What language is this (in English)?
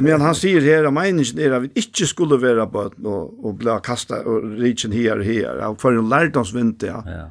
Faroese